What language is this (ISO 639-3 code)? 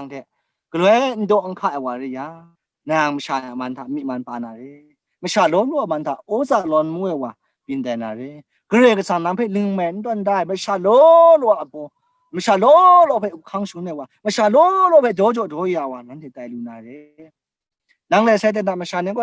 kac